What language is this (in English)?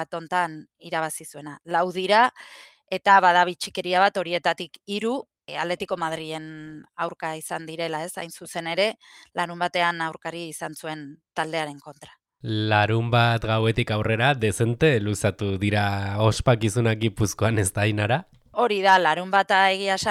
Basque